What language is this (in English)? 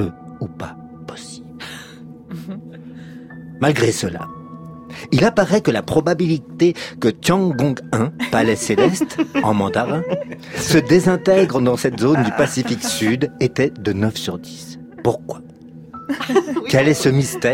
French